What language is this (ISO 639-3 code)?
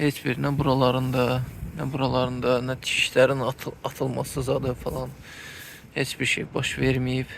aze